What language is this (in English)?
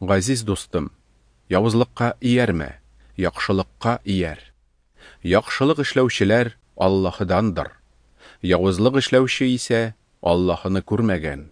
Tatar